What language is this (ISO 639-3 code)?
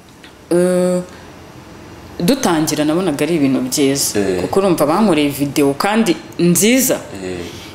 kin